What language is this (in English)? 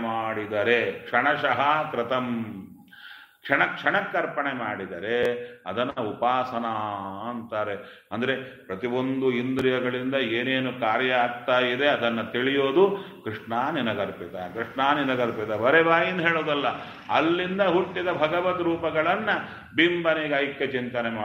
Kannada